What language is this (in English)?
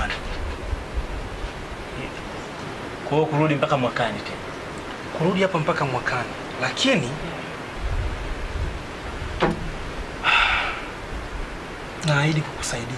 Swahili